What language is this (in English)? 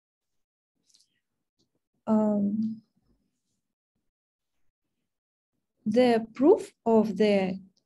English